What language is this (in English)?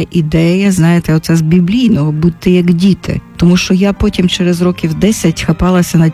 Ukrainian